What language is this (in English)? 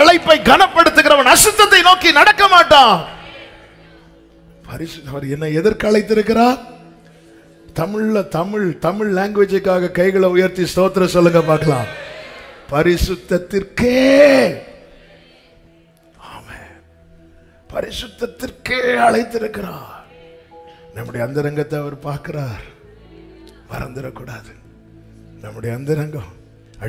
Tamil